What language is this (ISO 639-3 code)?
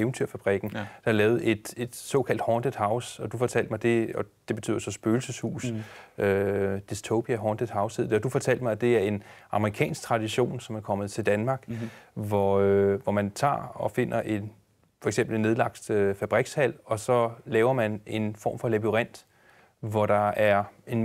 dan